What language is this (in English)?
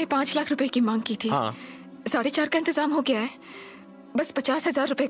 Hindi